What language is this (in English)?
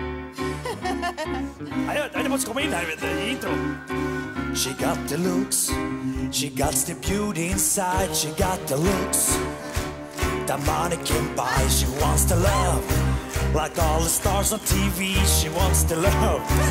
Swedish